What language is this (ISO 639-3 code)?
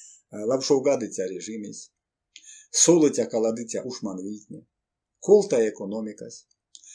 myv